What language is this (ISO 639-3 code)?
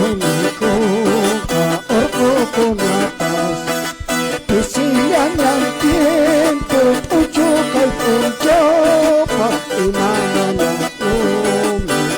que